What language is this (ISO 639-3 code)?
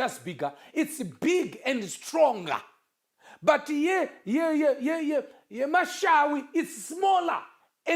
sna